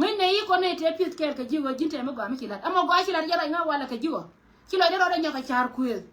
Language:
Nuer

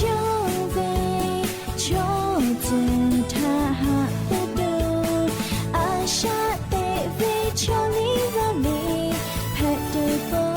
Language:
Lahu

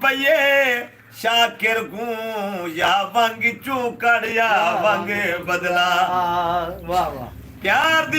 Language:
Saraiki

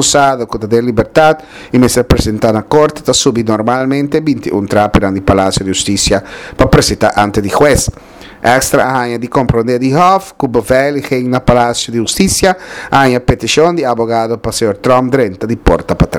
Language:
Papiamento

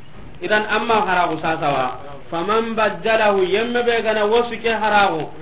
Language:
Soninke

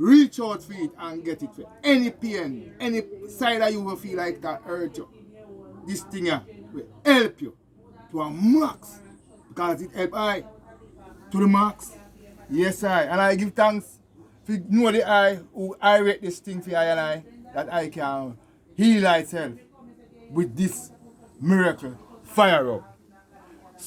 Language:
Jamaican Creole English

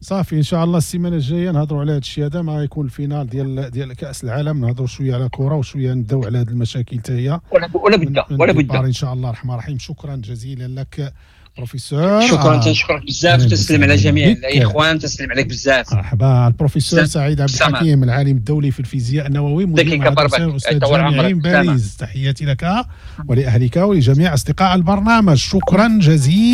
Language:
Moroccan Arabic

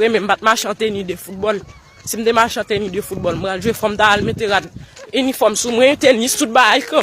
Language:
Haitian Creole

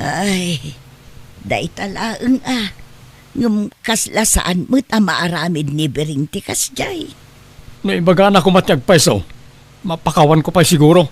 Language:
Iloko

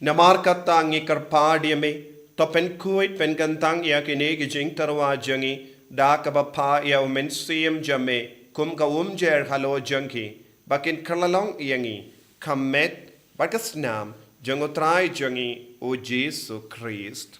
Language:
Khasi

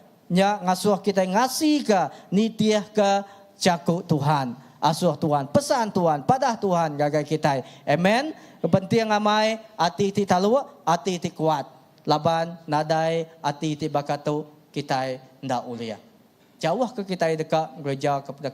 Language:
Iban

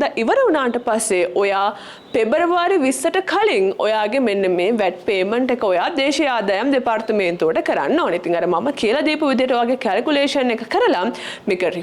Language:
Sinhala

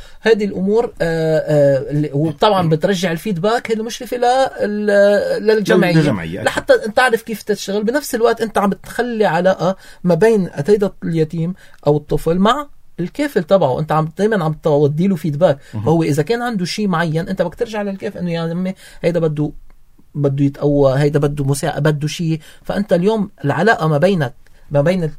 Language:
North Levantine Arabic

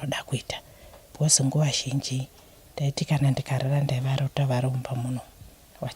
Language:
Shona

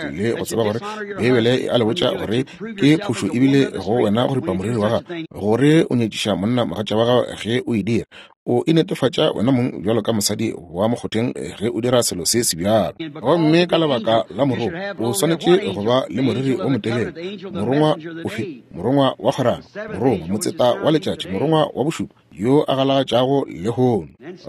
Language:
Northern Sotho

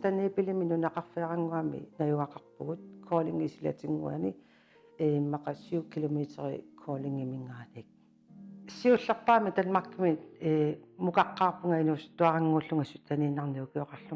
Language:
Kalaallisut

